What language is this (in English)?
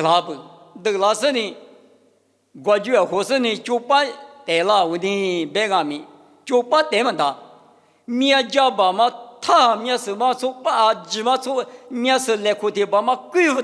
Lisu